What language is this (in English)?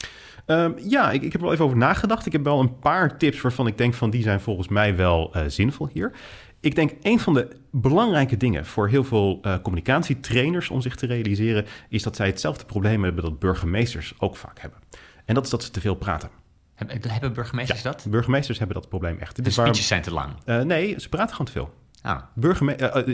Dutch